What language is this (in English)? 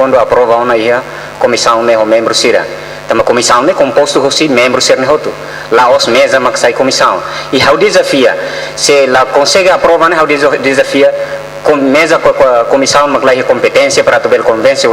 Tetum